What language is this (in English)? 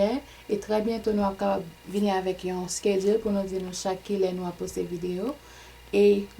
Haitian Creole